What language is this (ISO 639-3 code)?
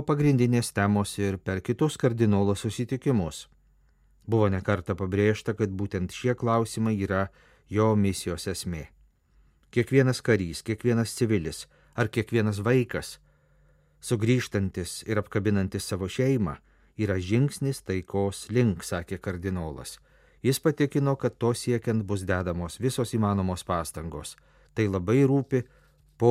lit